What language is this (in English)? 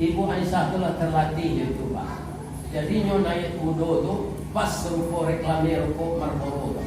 Minangkabau